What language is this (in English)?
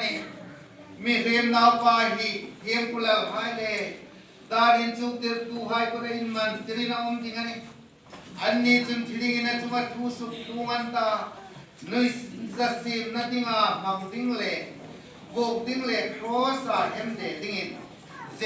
Hmar